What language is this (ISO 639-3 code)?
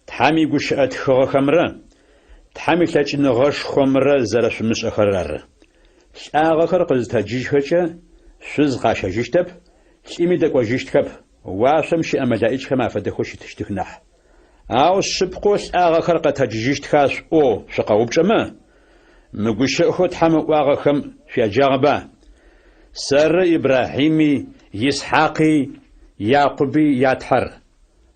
ady